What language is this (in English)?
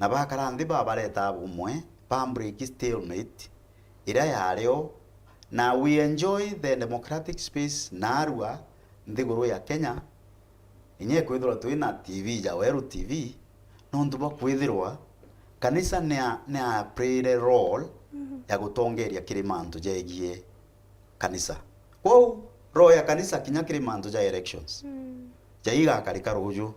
Meru